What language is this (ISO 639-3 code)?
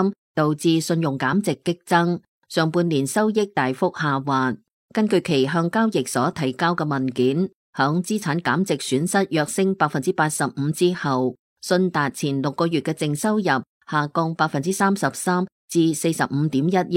yue